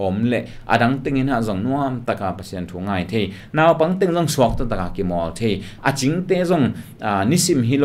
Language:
Tedim Chin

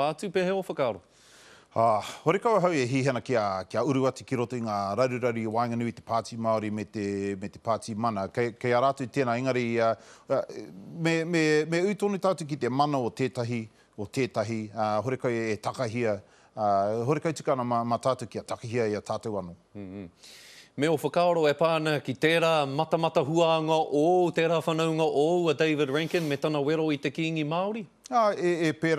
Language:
Māori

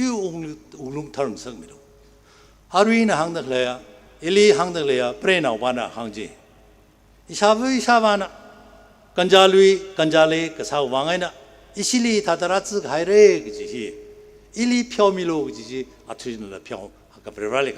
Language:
Tangkhul Naga (India)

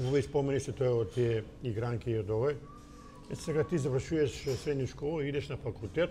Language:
Macedonian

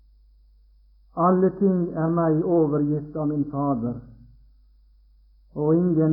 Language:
Norwegian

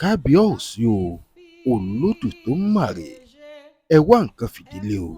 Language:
Yoruba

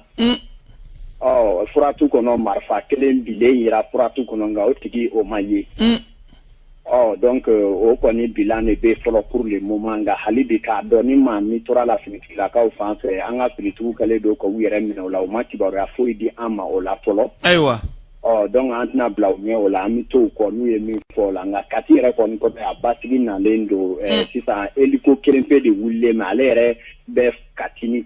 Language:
Bambara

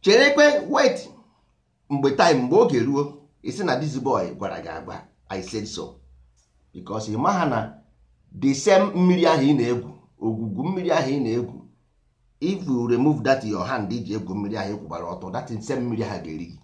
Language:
Igbo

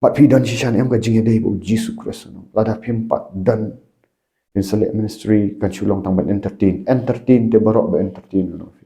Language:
Khasi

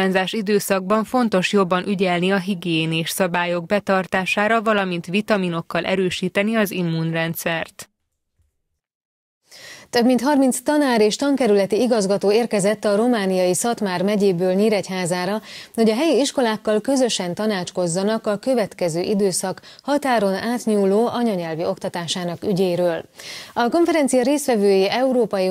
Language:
Hungarian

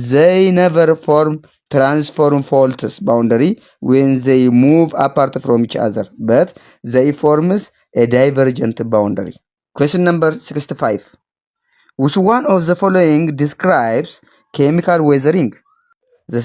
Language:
English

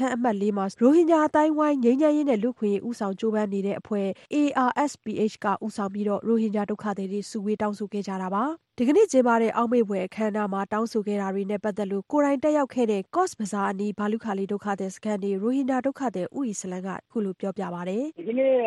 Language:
Burmese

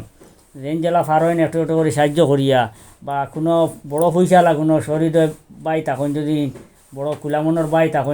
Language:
Sylheti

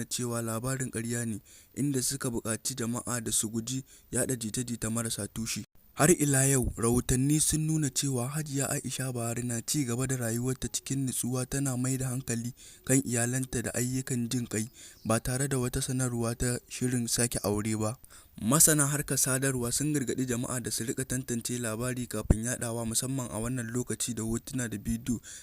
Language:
Hausa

